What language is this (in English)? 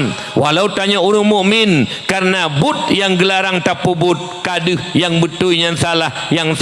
Achinese